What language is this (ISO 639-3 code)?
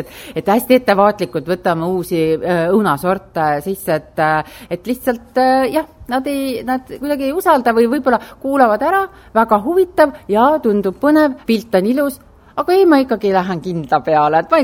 est